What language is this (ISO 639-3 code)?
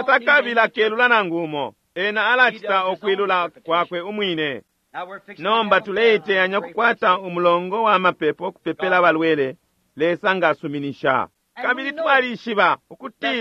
bem